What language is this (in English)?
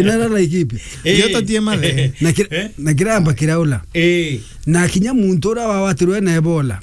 Meru